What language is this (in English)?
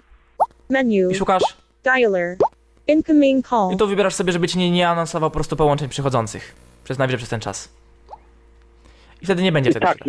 Polish